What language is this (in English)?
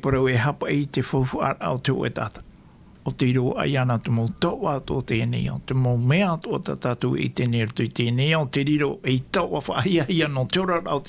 Tahitian